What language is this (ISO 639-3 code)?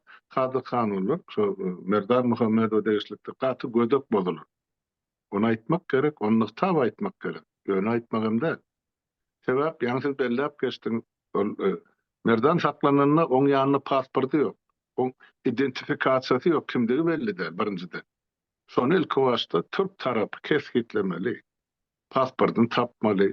tuk